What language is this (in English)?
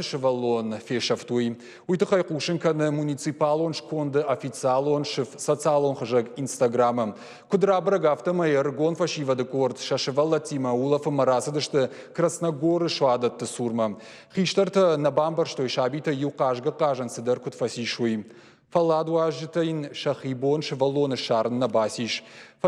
Ossetic